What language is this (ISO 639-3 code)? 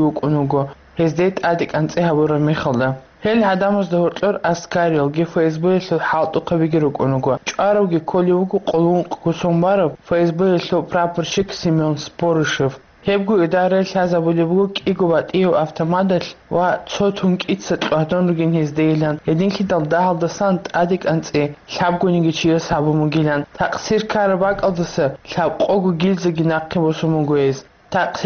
ava